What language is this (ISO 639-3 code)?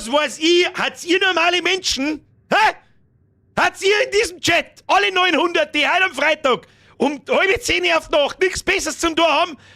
bar